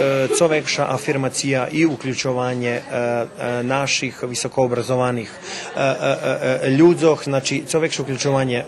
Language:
Rusyn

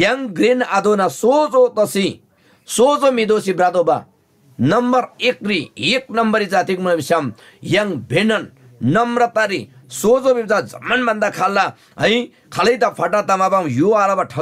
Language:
Eastern Tamang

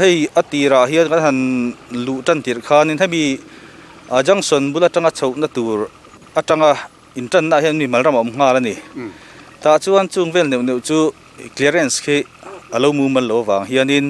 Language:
Mizo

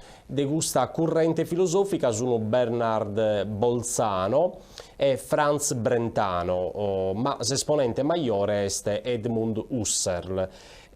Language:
Sardinian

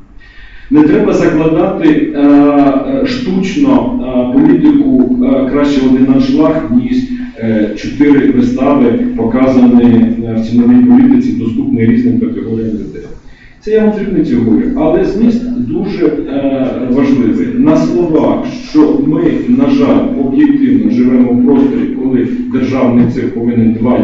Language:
Ukrainian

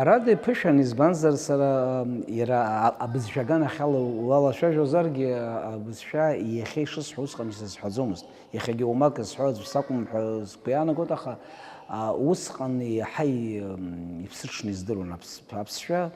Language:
Abkhazian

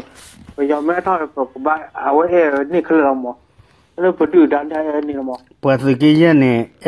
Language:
S'gaw Karen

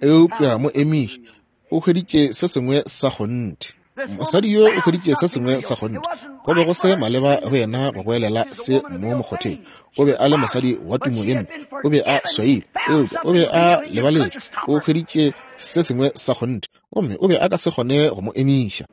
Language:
Northern Sotho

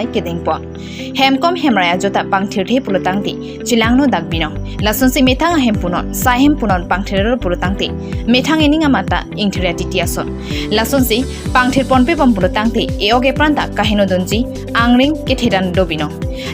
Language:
Karbi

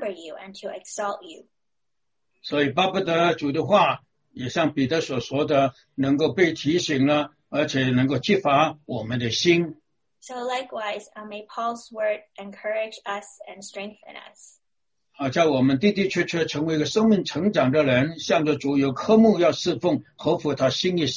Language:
Chinese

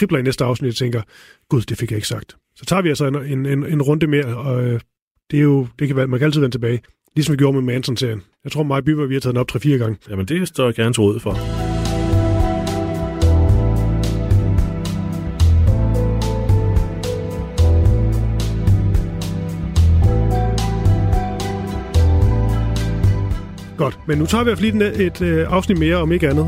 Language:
Danish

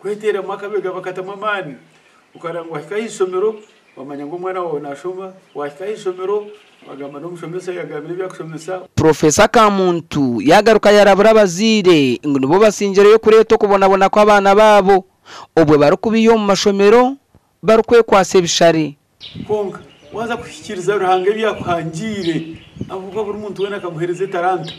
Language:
Nyankole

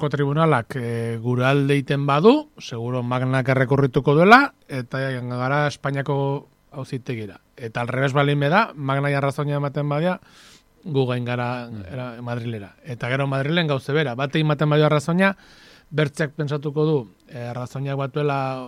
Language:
Basque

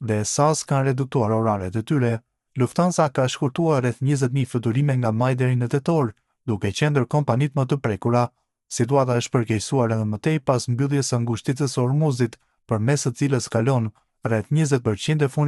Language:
Albanian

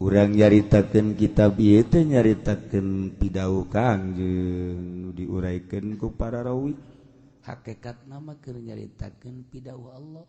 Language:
Sundanese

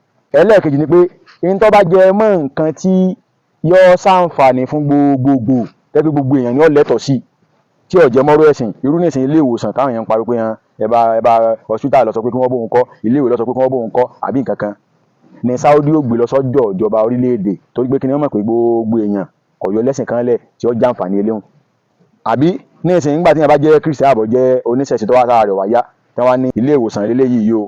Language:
Yoruba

